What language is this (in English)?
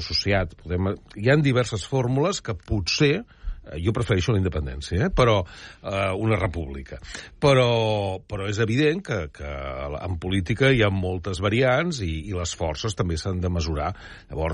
Catalan